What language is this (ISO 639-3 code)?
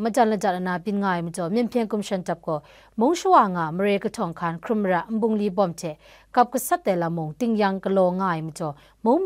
kac